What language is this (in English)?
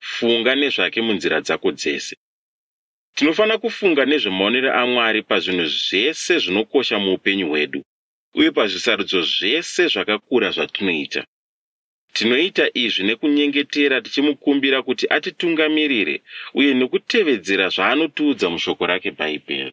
Shona